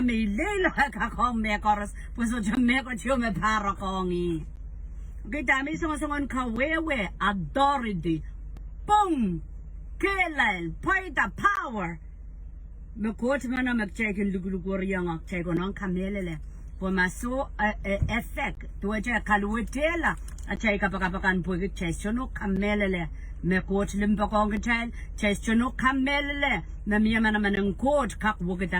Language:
Pohnpeian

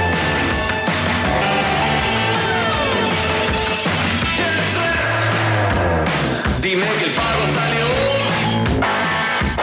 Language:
Spanish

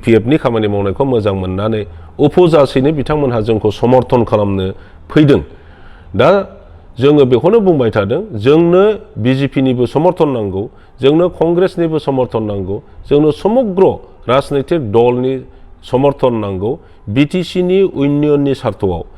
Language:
Bodo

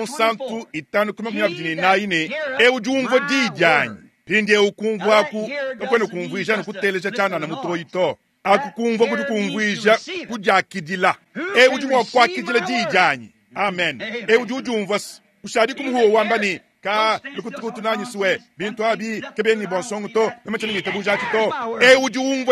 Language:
Luba-Lulua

